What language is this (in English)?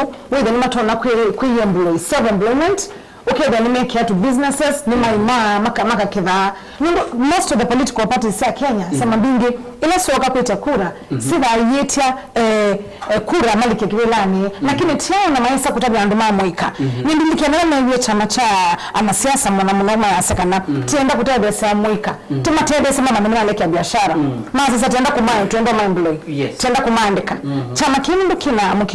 Kamba